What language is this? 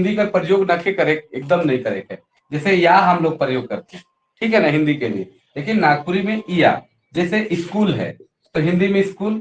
Sadri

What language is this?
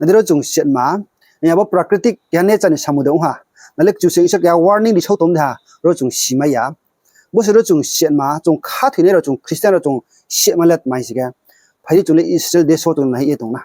Riang (India)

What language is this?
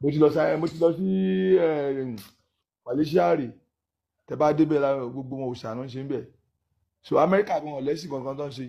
Yoruba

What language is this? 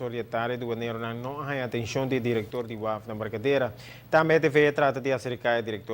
Papiamento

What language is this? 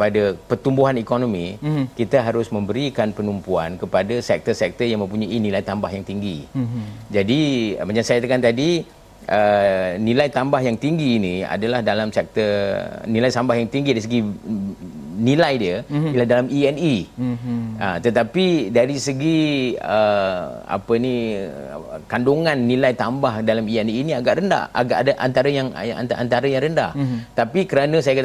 Malay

